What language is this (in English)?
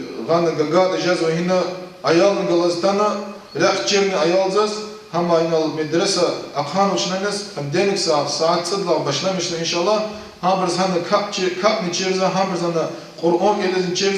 Lezghian